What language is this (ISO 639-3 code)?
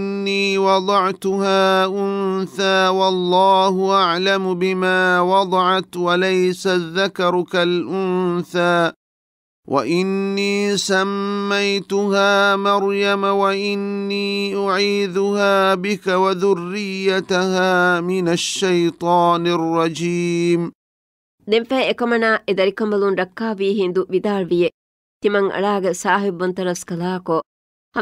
div